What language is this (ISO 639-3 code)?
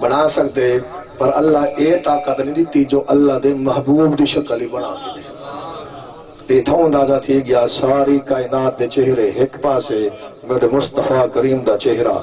skr